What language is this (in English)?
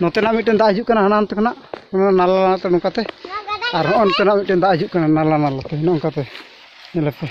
Santali